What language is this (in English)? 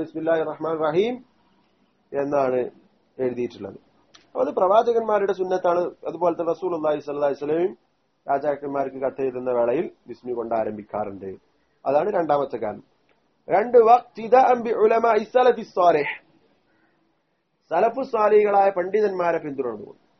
Malayalam